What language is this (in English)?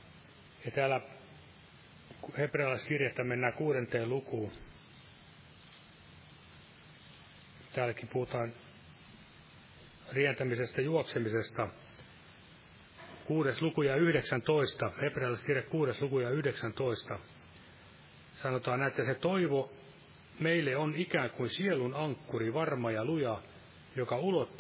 Finnish